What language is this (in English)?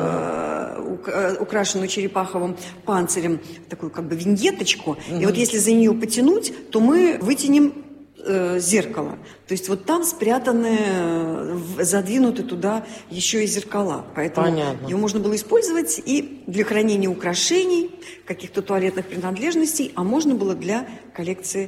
Russian